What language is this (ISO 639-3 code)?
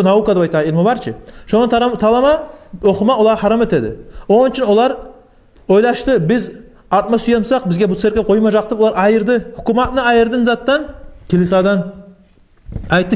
kum